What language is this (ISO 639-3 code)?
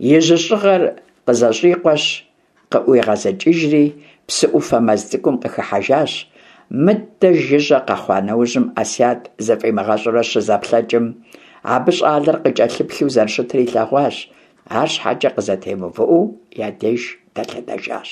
kbd